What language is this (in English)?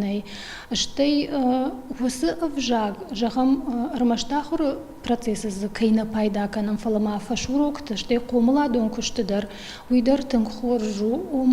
Ossetic